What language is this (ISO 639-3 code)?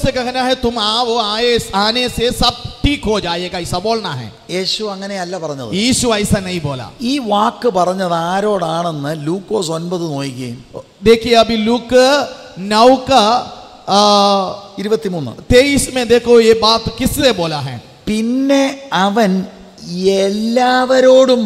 mal